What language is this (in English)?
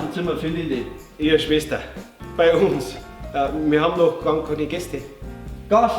Bavarian